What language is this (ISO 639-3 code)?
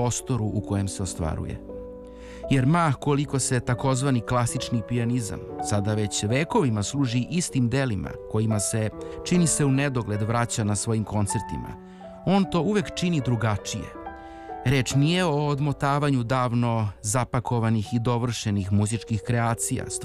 srp